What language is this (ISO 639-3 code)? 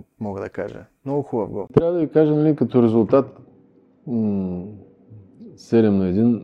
bul